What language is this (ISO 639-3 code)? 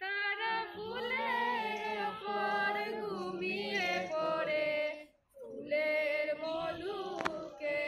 syl